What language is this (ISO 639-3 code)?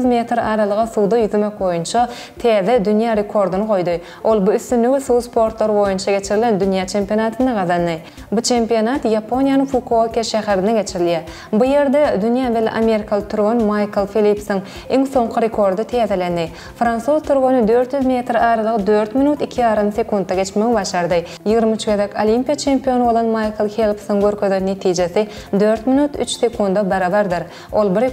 tuk